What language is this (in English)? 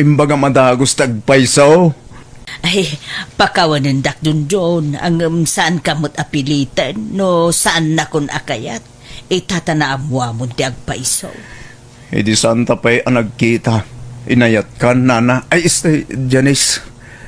Iloko